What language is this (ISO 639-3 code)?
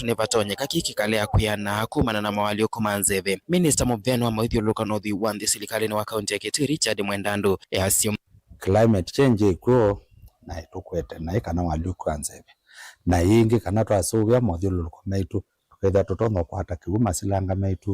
kam